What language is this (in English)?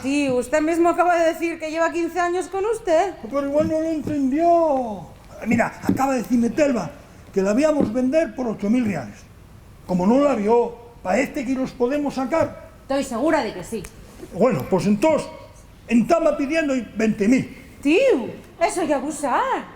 Asturian